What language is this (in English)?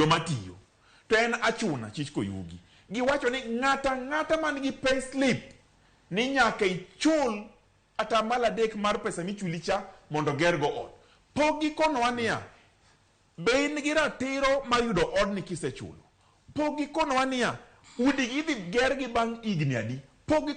Luo (Kenya and Tanzania)